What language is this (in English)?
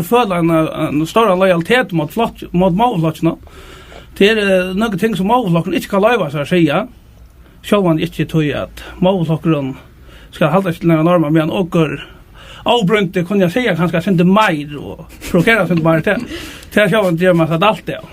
Faroese